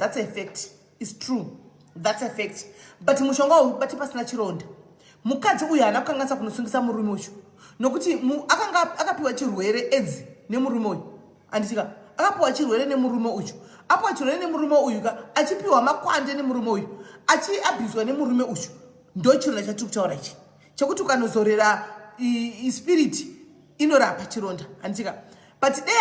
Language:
Shona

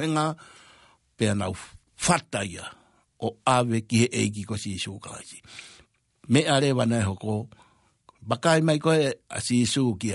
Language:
Tongan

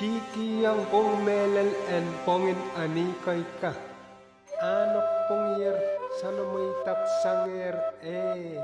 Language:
Pohnpeian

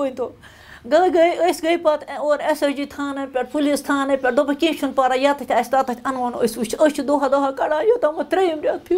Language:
Kashmiri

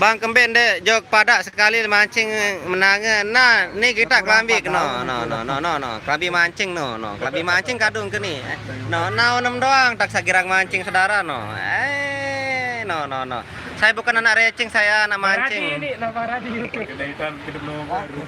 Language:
Sasak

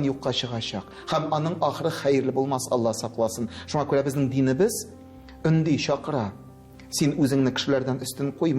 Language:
Tatar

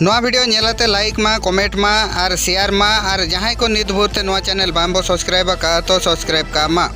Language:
Santali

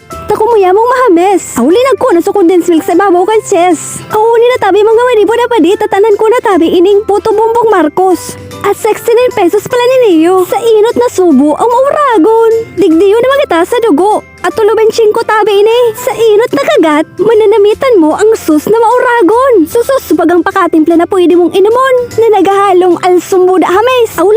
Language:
Bikol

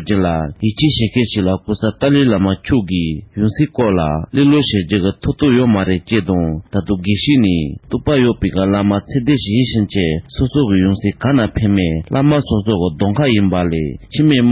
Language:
Tibetan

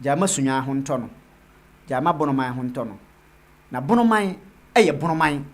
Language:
Akan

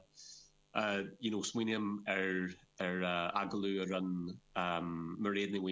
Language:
Irish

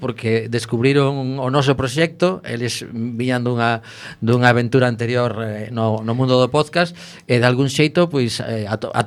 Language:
Galician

